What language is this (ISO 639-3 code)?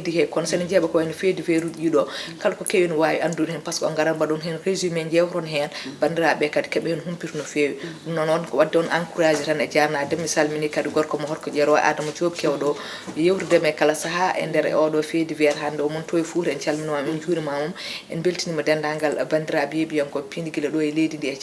ful